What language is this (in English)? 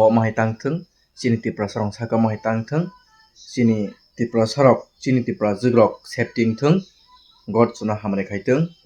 Kok Borok